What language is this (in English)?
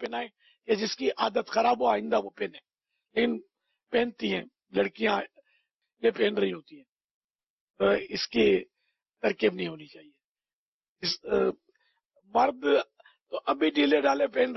Urdu